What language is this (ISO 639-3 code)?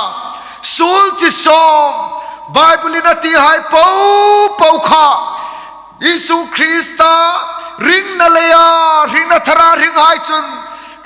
hmr